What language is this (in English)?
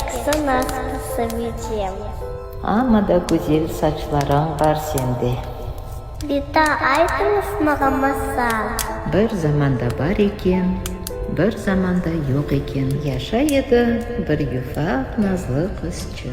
Crimean Tatar